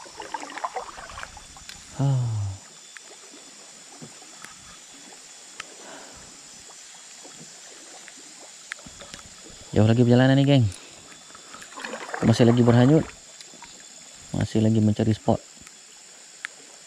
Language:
Malay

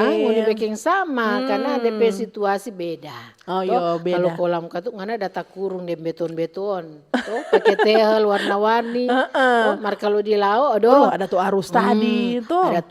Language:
Manado Malay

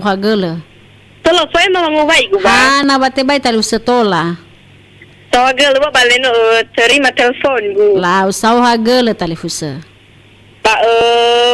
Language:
Nias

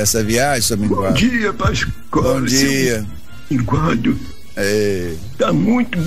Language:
Portuguese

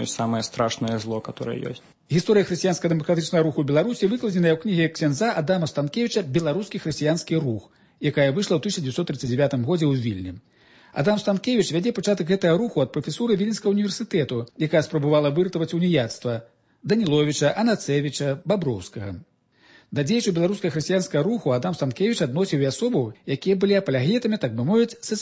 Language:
Belarusian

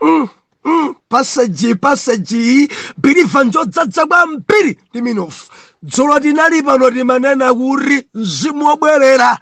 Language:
Nyanja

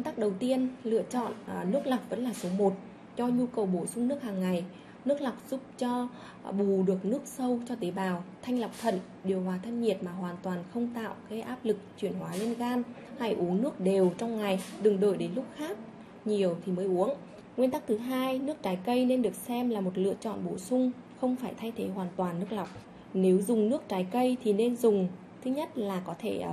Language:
Vietnamese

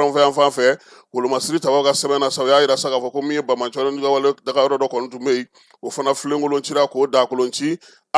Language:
Bambara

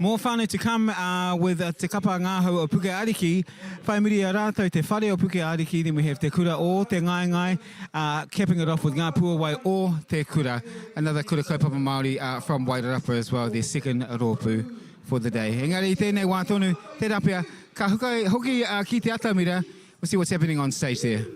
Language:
Māori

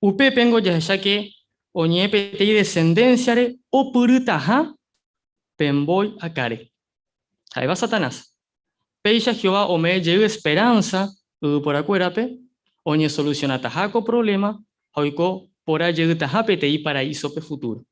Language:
Guarani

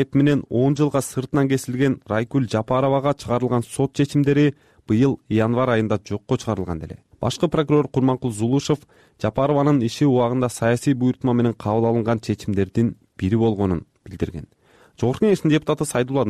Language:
Kyrgyz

